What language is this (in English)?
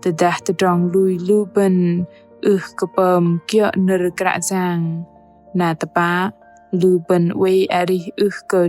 Bahnar